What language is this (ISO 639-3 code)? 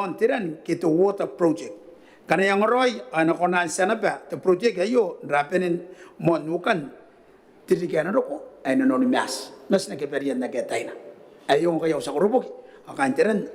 gil